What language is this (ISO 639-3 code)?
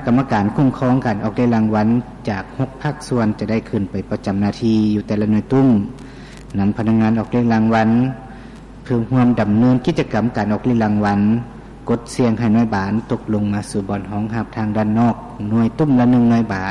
lao